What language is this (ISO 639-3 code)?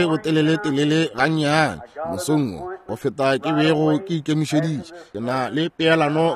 nso